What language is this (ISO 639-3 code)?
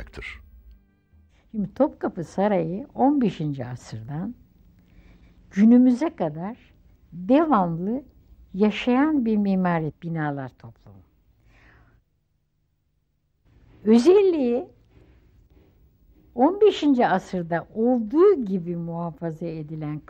tur